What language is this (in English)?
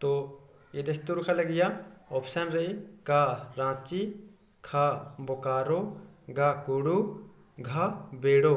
Kurukh